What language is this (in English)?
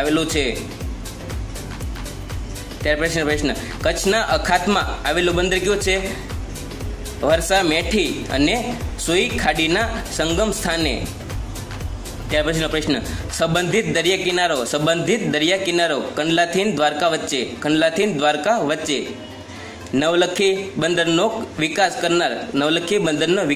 Gujarati